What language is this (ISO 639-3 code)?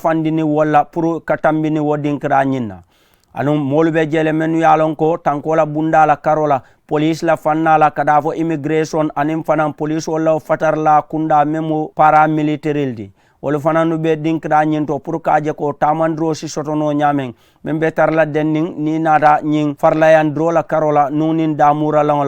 man